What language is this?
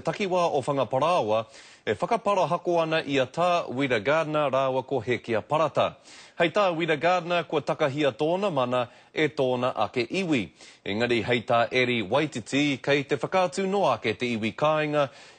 Māori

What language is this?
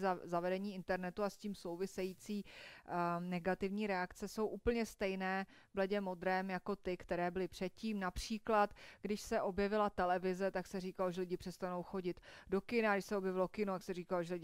Czech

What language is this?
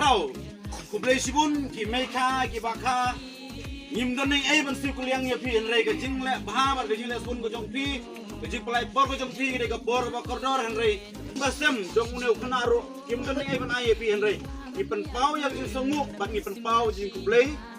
Khasi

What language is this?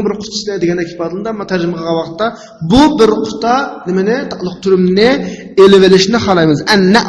Uyghur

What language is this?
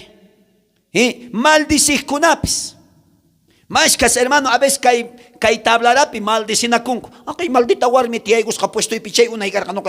South Bolivian Quechua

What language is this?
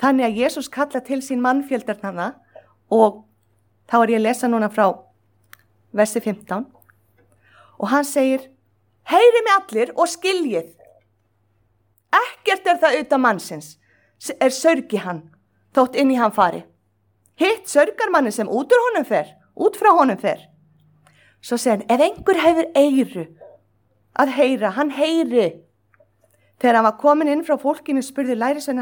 Icelandic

